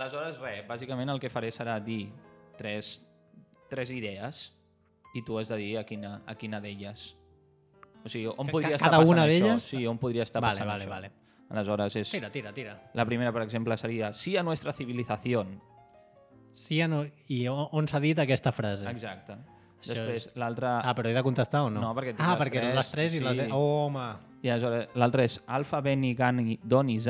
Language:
Catalan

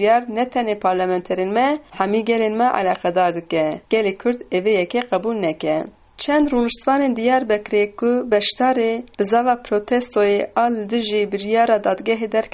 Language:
Kurdish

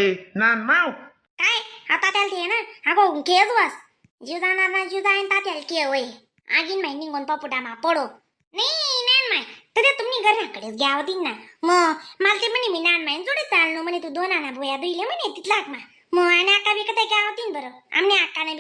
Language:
Khandesi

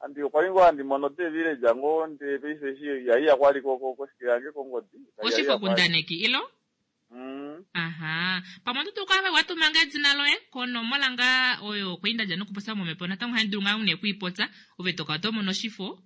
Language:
Kuanyama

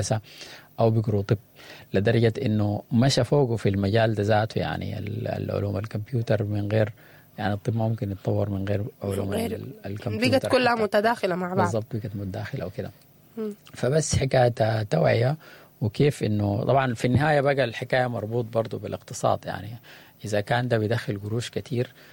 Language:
Sudanese Arabic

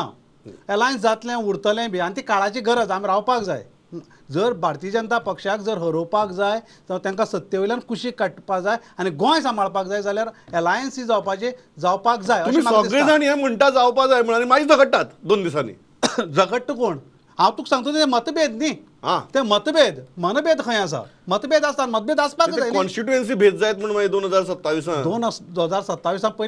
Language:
Konkani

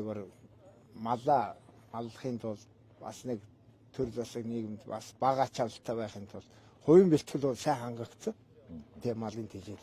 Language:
Mongolian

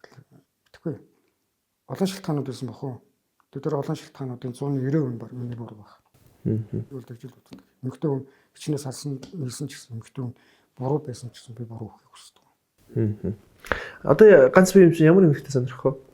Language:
Mongolian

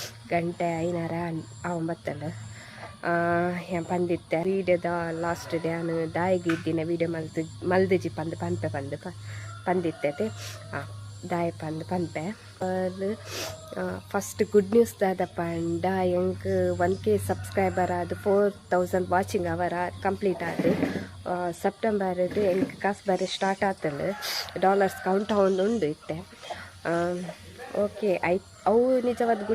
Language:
Tulu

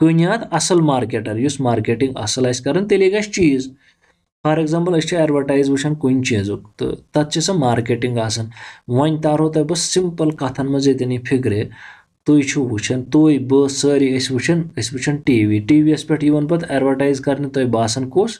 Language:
Kashmiri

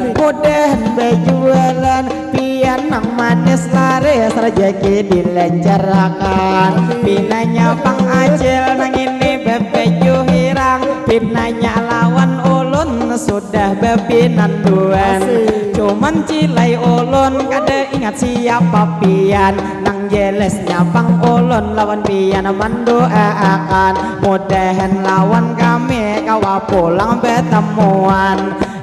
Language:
Banjar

